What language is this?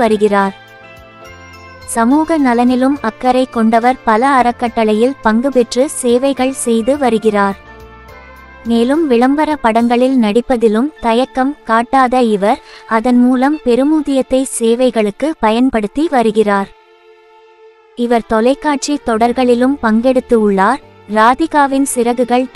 Tamil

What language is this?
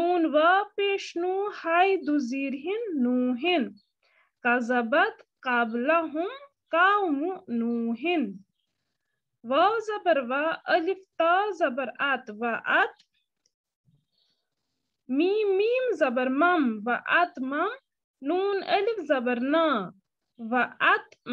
Urdu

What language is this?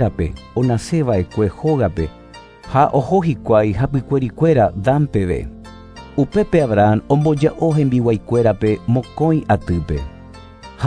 Guarani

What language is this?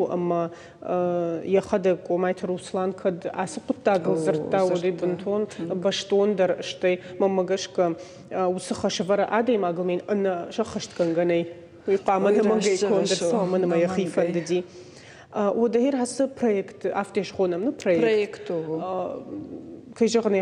Ossetic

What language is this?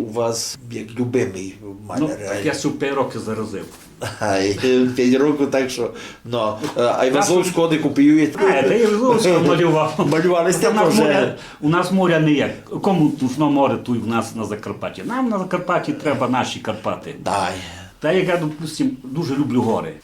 Rusyn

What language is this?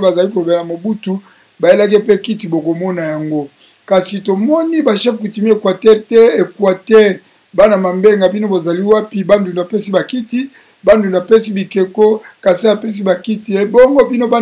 Lingala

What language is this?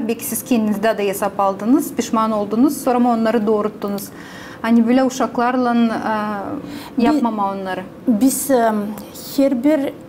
Gagauz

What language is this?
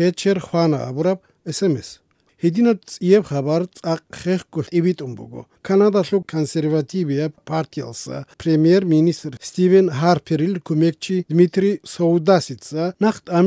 Avaric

